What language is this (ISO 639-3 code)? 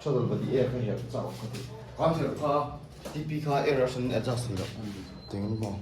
lus